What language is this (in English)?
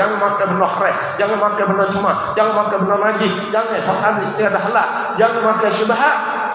Malay